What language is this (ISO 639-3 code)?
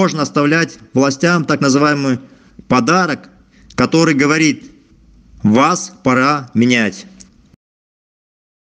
rus